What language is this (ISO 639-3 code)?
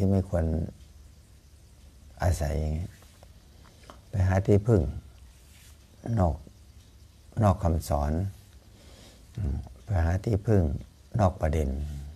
tha